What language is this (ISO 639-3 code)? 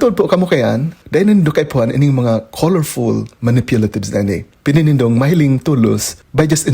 bik